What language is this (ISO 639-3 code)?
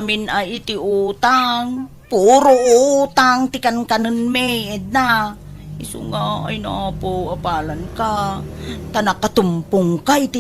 ilo